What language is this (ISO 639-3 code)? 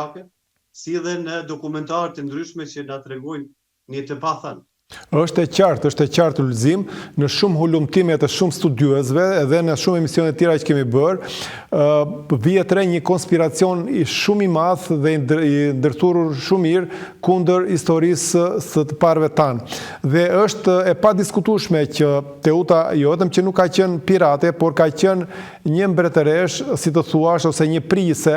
sqi